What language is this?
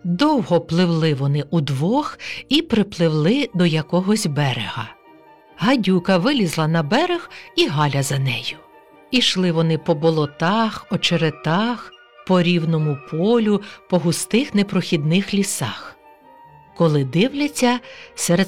Ukrainian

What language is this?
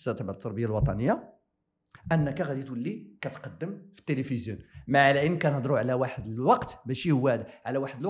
Moroccan Arabic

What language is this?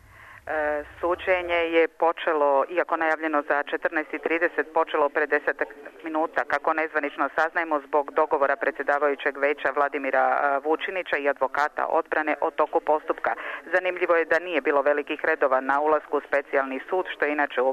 Serbian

